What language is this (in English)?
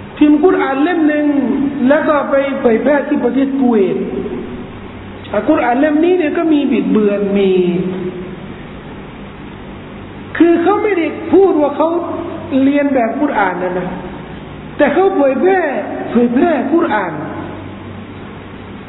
Thai